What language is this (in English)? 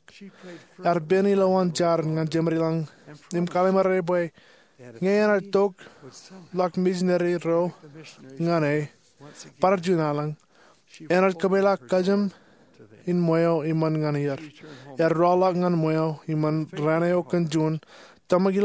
Marshallese